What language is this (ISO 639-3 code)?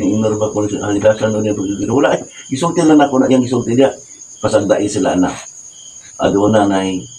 ceb